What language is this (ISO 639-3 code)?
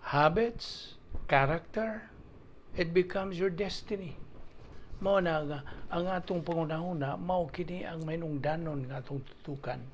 ceb